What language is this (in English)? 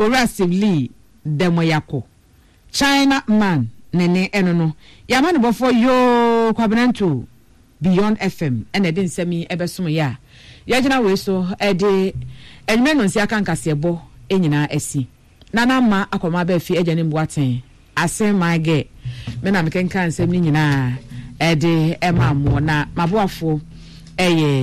Akan